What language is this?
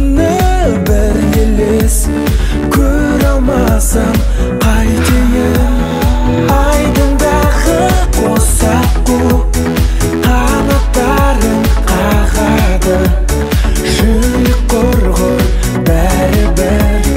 Kazakh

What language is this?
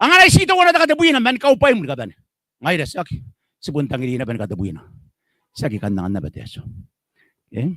Gilbertese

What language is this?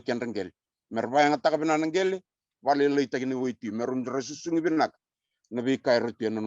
Fijian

